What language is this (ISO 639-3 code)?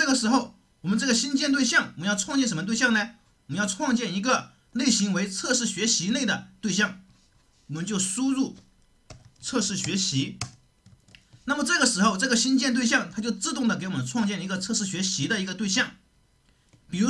zho